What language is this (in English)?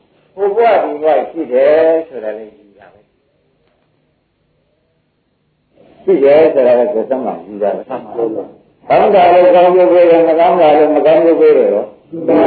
Burmese